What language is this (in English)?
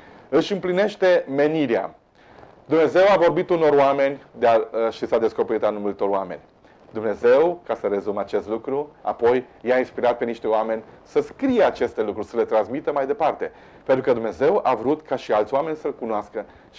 Romanian